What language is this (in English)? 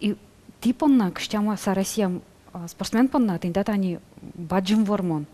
Udmurt